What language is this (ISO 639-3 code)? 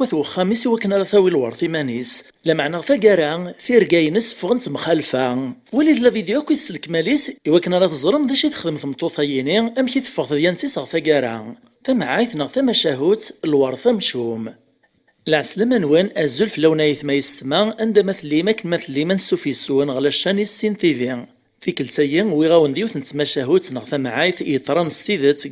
kab